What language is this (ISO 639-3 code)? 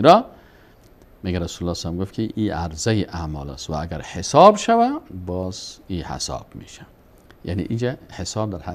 fas